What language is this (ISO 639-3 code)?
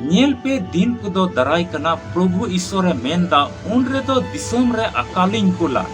sat